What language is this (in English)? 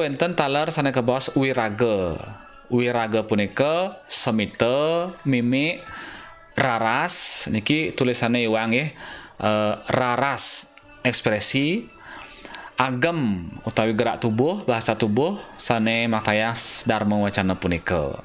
Balinese